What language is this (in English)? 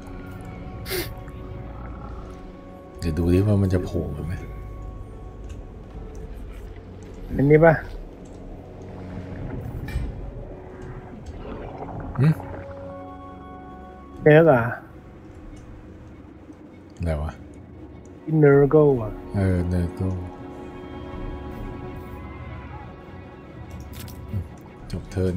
Thai